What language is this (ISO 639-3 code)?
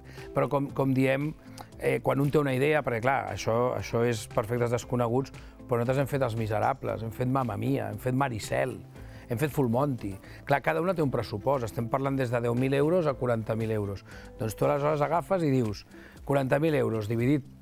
cat